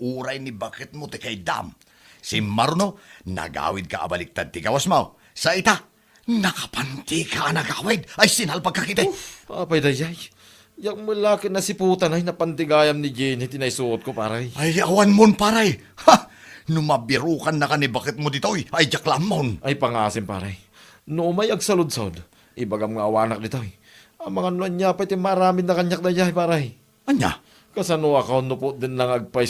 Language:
Iloko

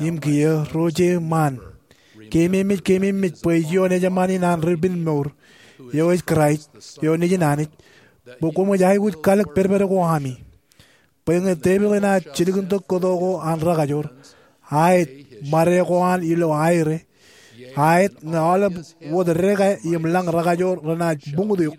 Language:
Marshallese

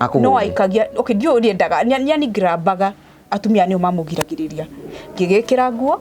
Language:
Kikuyu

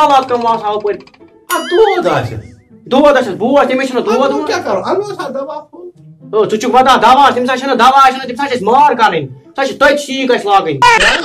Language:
Kashmiri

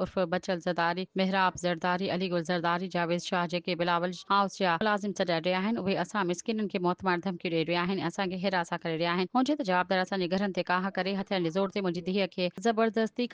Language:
Sindhi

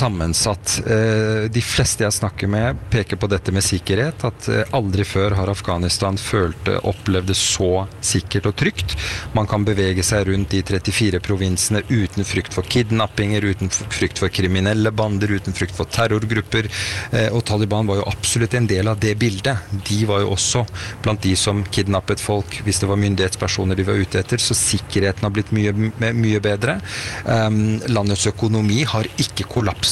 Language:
Norwegian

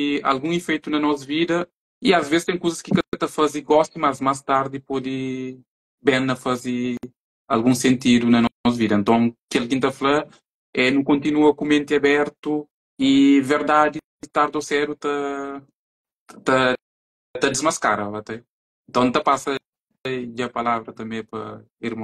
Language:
Kabuverdianu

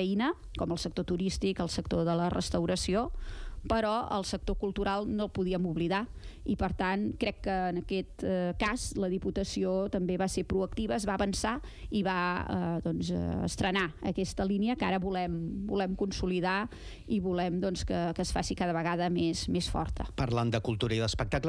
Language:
Catalan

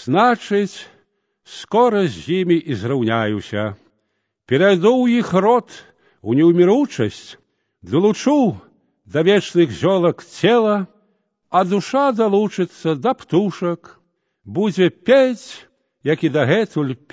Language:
Belarusian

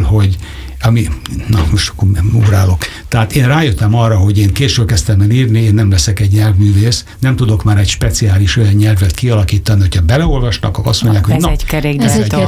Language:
Hungarian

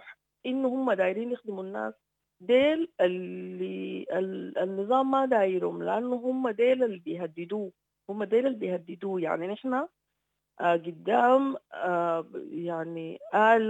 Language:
Sudanese Arabic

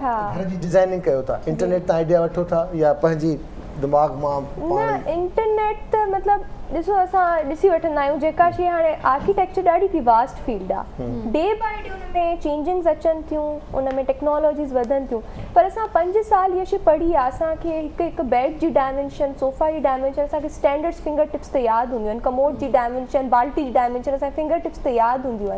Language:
Sindhi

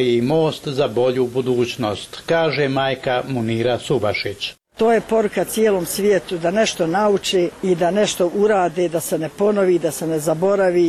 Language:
Bosnian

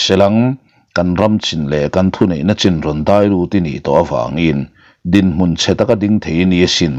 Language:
Mizo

